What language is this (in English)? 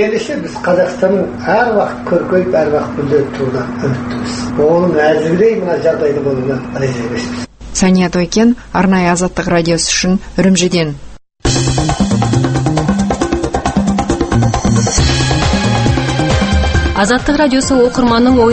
Kazakh